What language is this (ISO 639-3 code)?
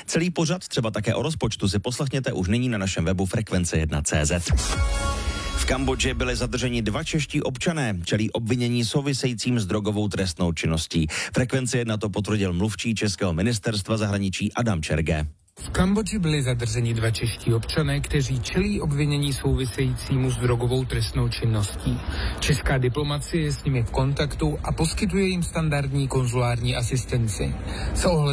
ces